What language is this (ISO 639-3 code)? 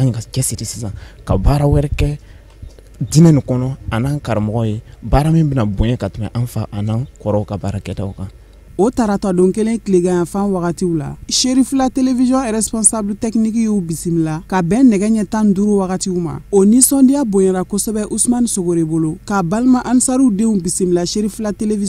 bam